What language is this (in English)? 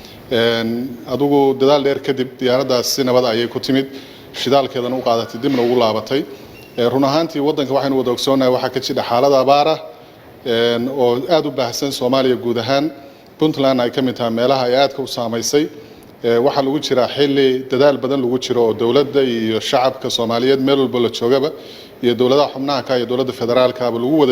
Somali